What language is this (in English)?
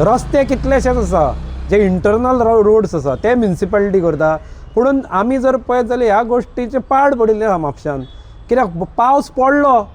Konkani